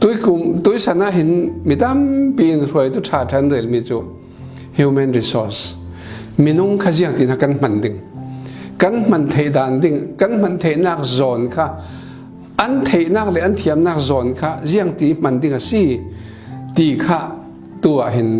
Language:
Falam Chin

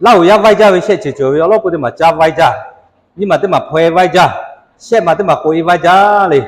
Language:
Lahu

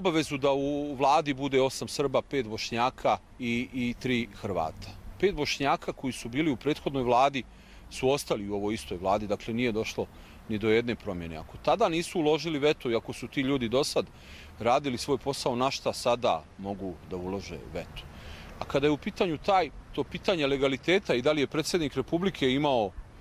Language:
Croatian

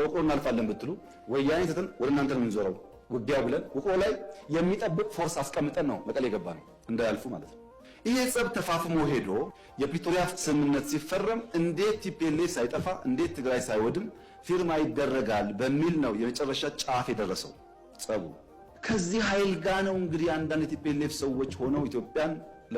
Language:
Amharic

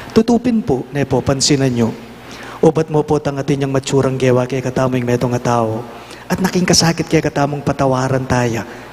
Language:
Pampanga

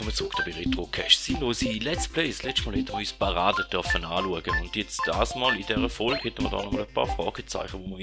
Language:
Swiss German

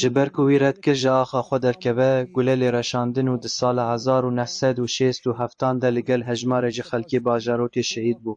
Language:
Kurdish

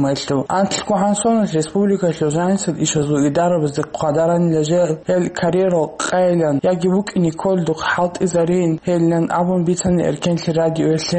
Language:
Avaric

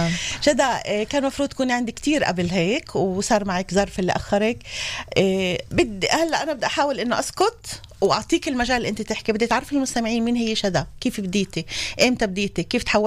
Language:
North Levantine Arabic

